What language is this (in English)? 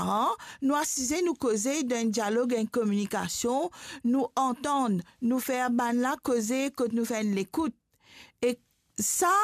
Morisyen